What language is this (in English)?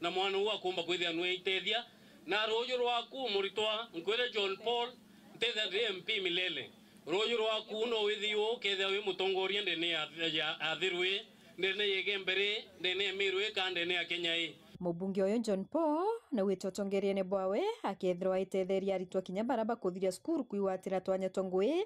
Meru